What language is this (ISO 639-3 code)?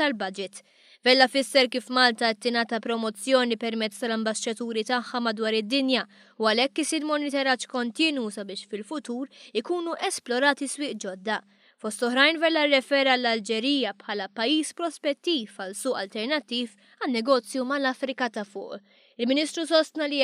mlt